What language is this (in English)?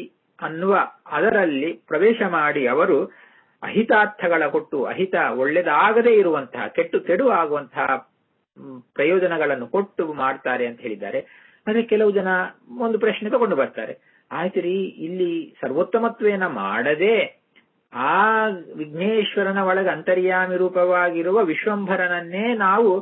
Kannada